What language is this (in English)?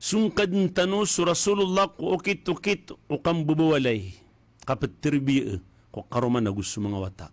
Maranao